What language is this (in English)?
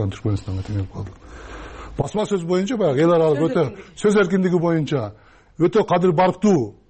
Kyrgyz